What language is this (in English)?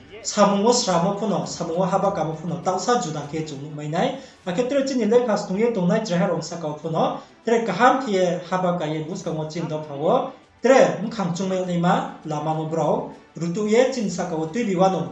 Riang (India)